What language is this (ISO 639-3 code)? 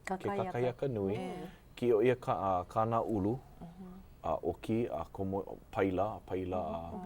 haw